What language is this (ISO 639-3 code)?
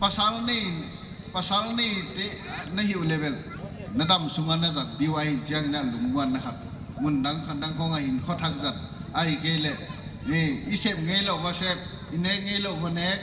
pck